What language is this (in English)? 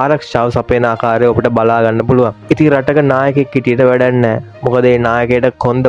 Sinhala